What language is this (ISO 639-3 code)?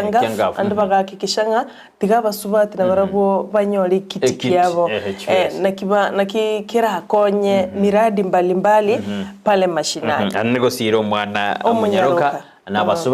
guz